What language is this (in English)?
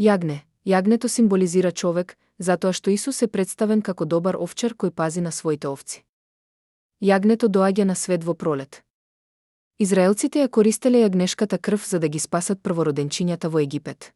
Macedonian